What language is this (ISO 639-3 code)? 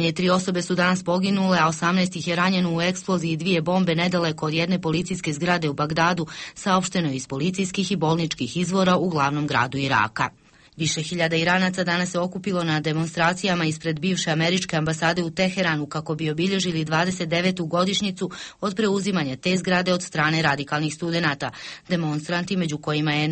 bos